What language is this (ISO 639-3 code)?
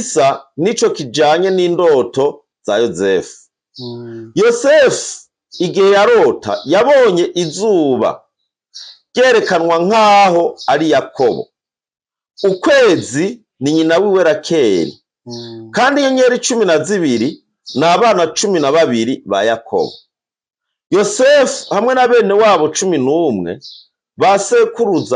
run